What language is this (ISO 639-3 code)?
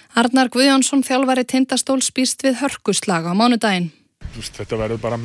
isl